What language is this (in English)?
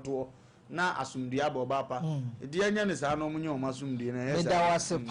Akan